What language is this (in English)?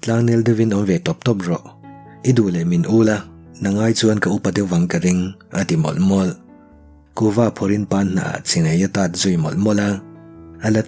Mizo